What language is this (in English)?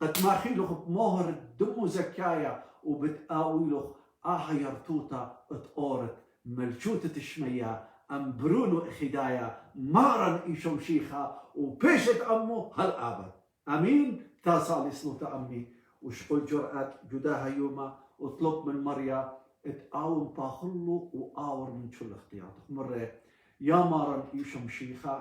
Assyrian Neo-Aramaic